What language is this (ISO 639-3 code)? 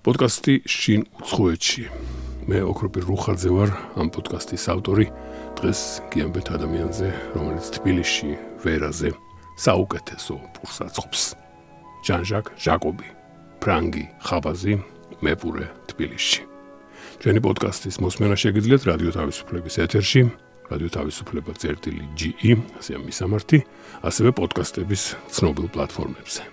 kat